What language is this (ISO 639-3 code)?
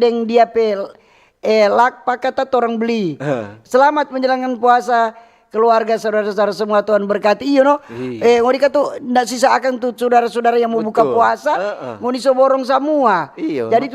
xmm